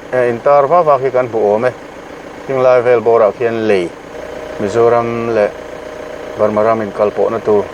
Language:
Mizo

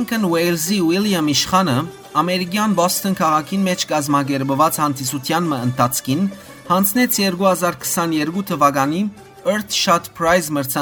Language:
Western Armenian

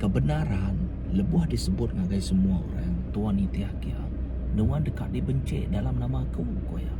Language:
Iban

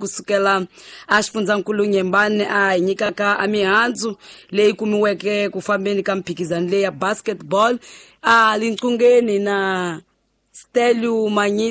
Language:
Tsonga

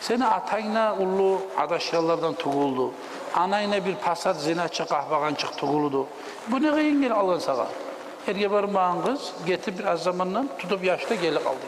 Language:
Kumyk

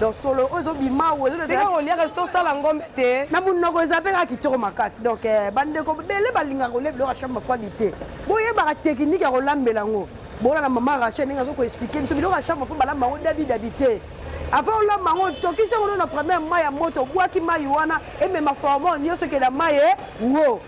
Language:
Lingala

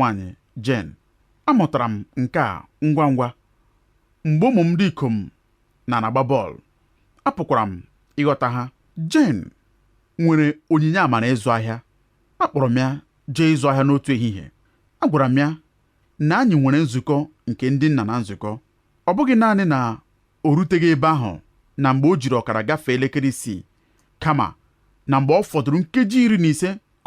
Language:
Igbo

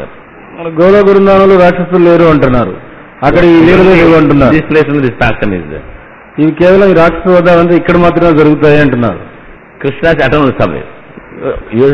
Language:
Telugu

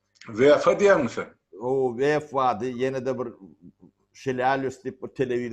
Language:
Turkmen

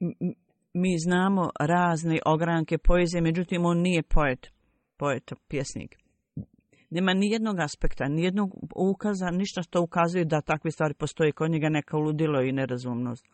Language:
Bosnian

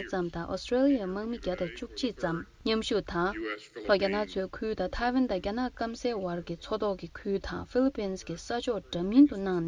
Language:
Tibetan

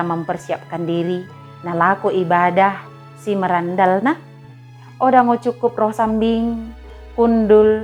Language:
Batak Dairi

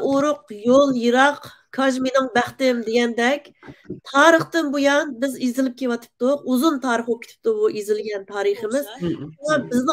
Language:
Uyghur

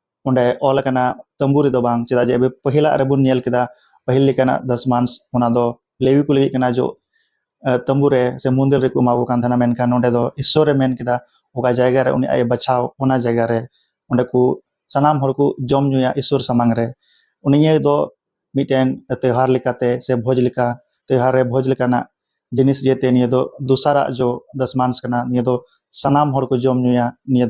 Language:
Santali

